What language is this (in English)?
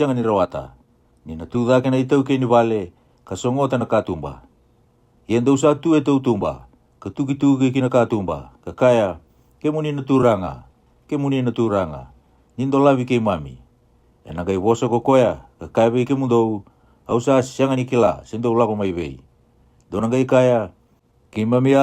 Fijian